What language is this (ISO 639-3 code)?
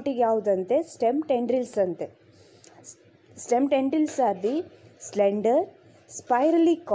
kan